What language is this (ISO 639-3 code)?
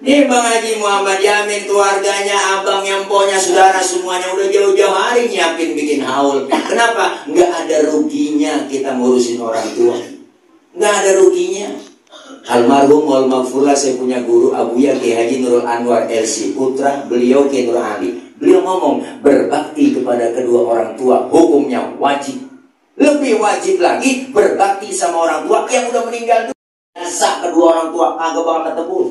bew